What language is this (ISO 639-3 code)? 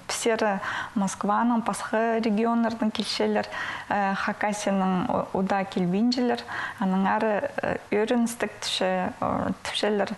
kjh